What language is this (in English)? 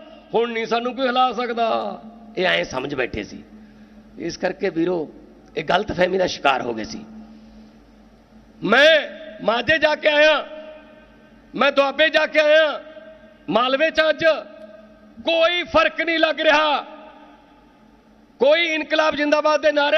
Punjabi